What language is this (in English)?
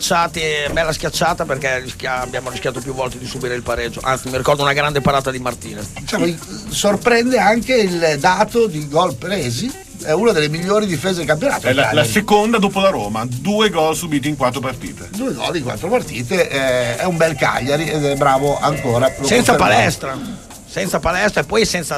Italian